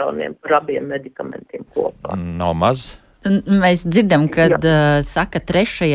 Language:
Latvian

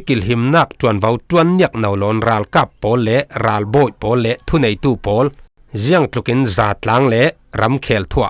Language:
Falam Chin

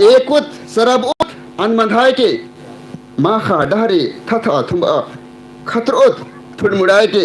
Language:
Kurukh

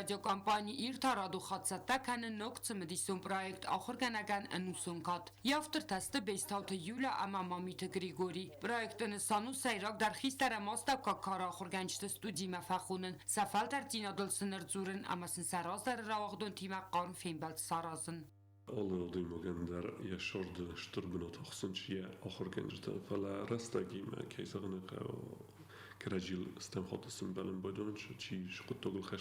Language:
Ossetic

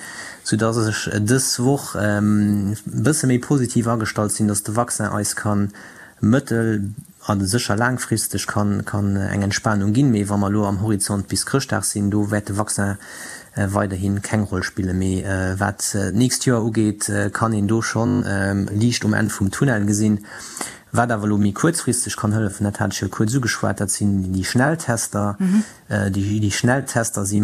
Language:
Luxembourgish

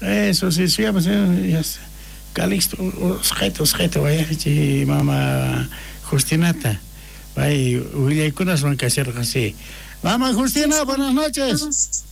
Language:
South Bolivian Quechua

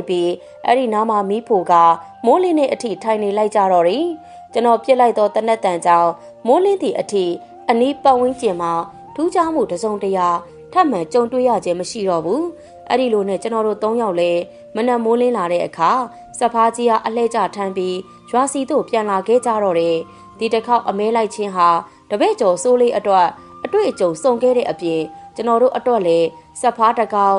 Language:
Burmese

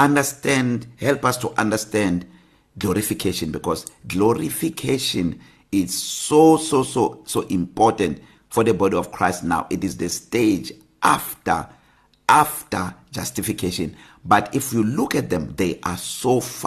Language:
English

